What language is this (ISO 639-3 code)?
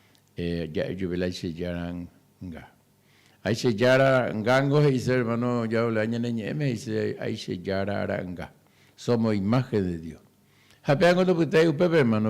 grn